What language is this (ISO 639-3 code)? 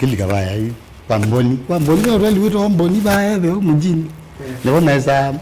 kam